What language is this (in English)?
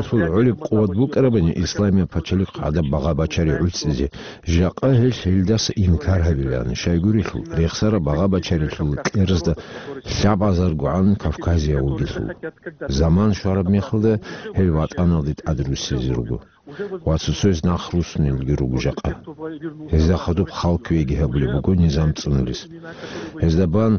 Avaric